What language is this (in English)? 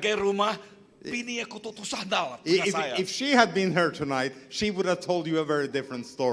Iban